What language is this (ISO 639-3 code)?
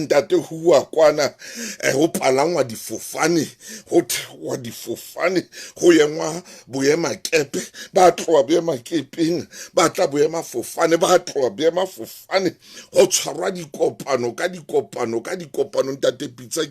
sot